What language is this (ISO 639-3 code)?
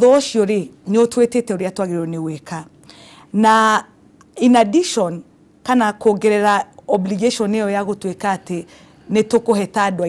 kik